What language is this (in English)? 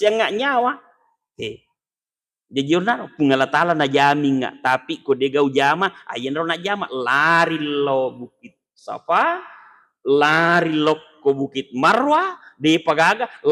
Buginese